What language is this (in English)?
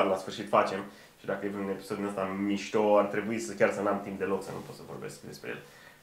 Romanian